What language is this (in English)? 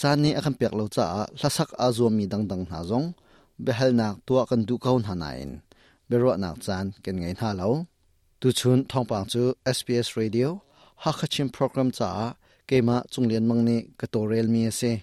Hakha Chin